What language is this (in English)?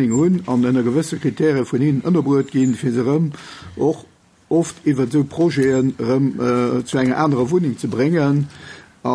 Luxembourgish